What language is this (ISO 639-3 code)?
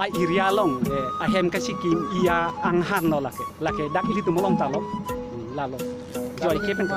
mjw